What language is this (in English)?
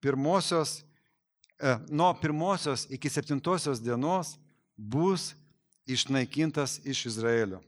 Lithuanian